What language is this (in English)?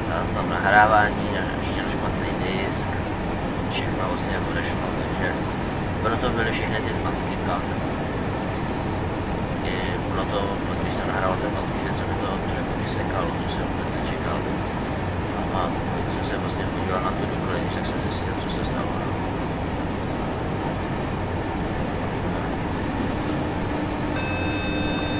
Czech